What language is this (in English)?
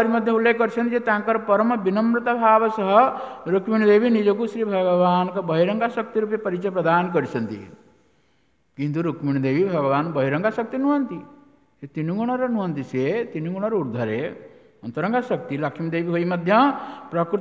Odia